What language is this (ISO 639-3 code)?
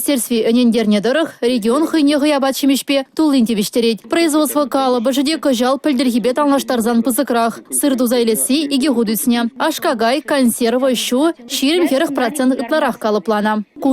chv